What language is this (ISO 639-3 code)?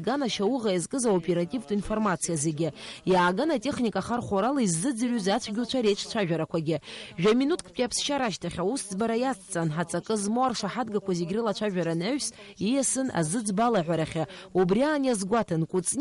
abk